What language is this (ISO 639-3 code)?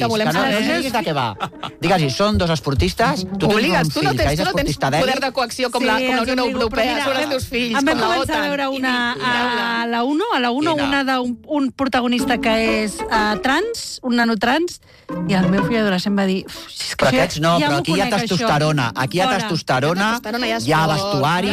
cat